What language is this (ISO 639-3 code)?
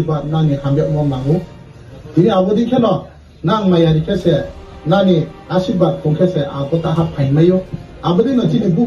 ria